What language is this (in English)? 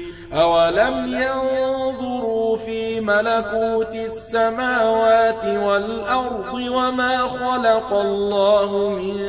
Arabic